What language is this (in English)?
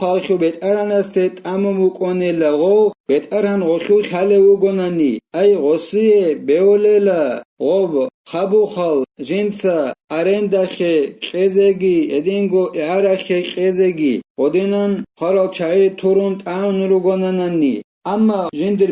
Avaric